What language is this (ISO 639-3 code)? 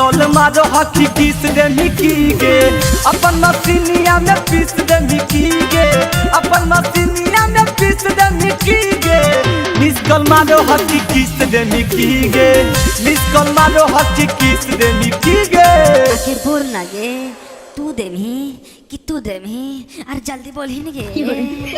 mag